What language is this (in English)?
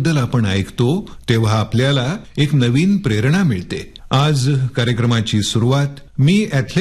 Marathi